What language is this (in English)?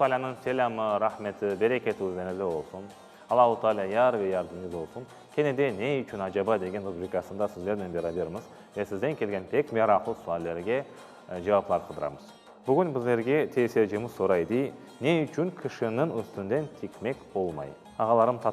Crimean Tatar